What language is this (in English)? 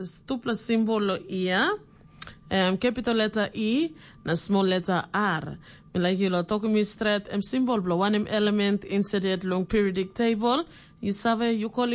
Tok Pisin